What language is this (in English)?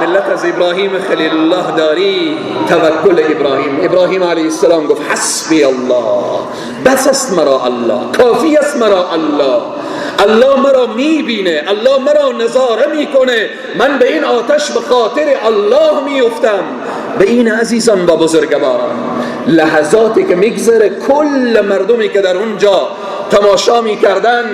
Persian